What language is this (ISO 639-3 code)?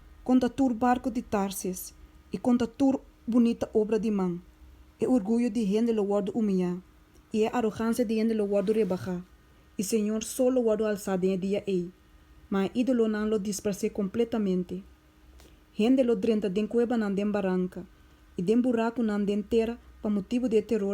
pap